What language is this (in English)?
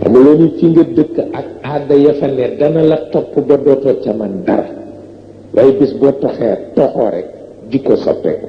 Wolof